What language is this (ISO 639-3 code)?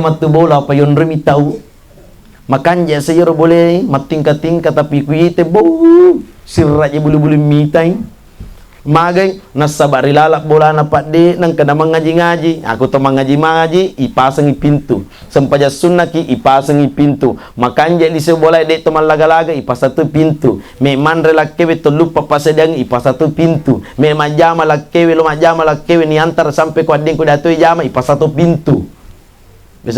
bug